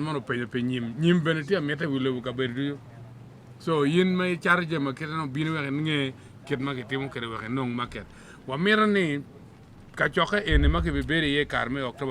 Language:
Acoli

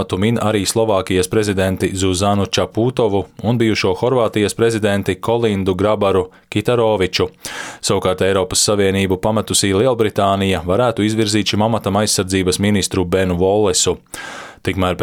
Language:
Latvian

